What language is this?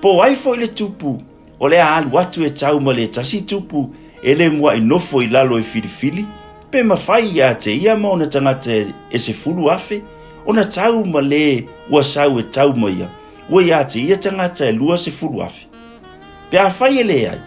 Samoan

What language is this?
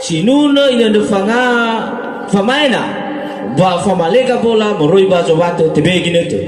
Nias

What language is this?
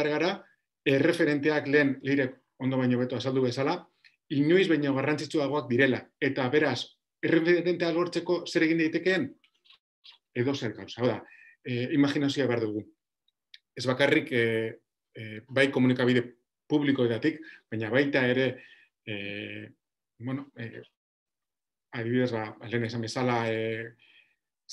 Basque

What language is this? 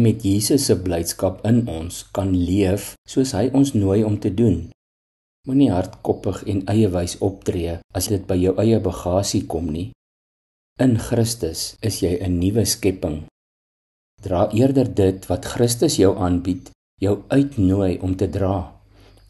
Afrikaans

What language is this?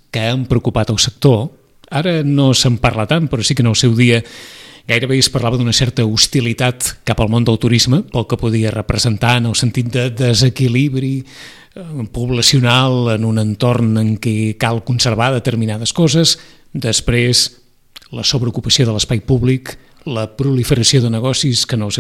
Catalan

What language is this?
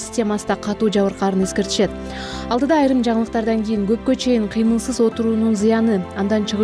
Kyrgyz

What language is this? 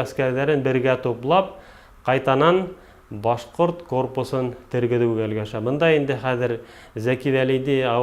Bashkir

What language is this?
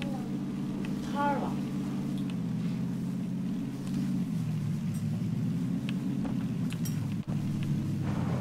Chinese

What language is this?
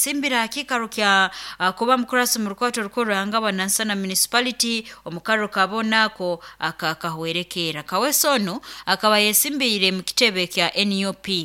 Nyoro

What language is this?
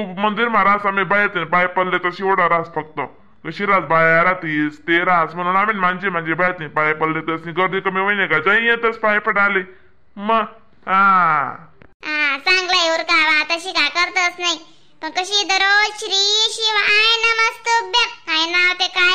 Khandesi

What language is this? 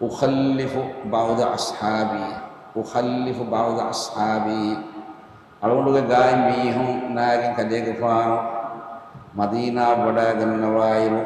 Divehi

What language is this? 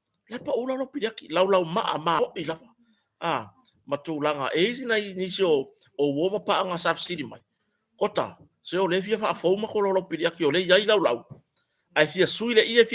Samoan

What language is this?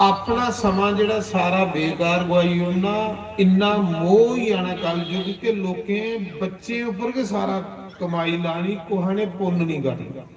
Dogri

